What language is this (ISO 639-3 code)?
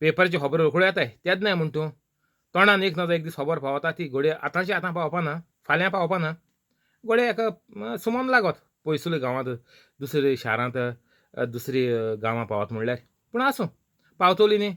kok